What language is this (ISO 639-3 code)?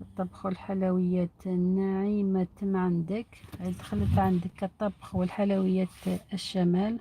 arq